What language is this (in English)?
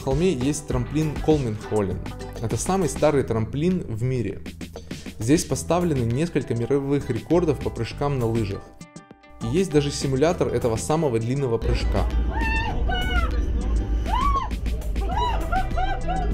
Russian